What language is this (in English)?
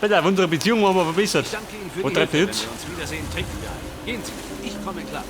Bavarian